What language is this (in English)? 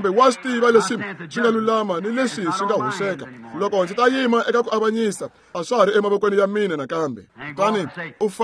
Tsonga